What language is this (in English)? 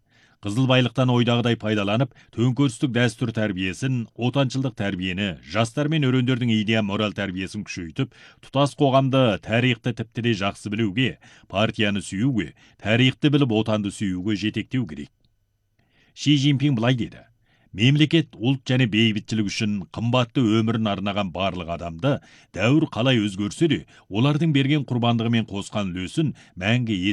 Kazakh